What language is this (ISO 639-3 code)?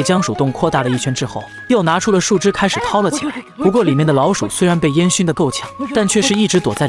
zho